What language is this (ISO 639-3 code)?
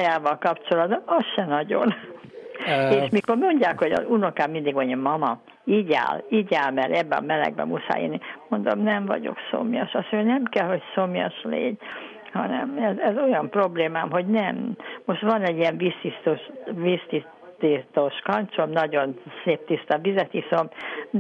hun